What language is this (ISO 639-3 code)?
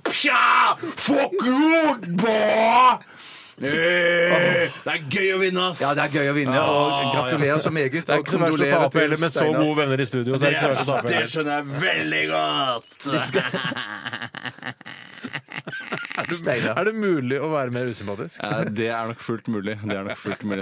nor